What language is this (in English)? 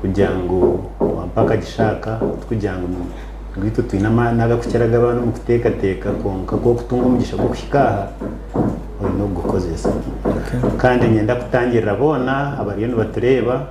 Nyankole